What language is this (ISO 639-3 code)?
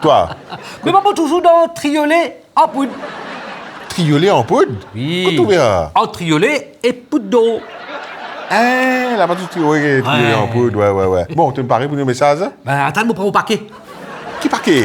mfe